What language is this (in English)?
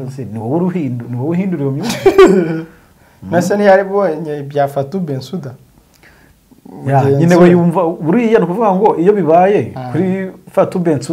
Kinyarwanda